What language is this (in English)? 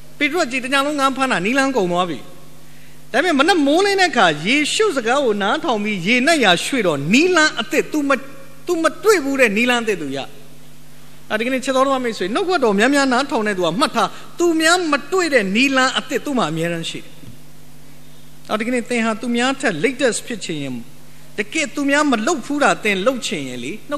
Burmese